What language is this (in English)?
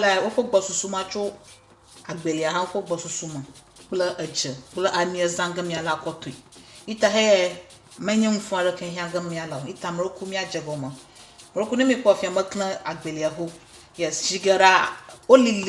Ewe